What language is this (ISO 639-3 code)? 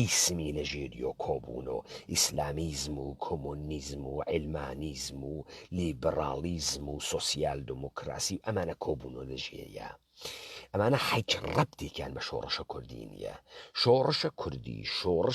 ckb